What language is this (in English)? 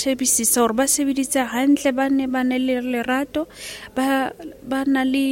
Southern Sotho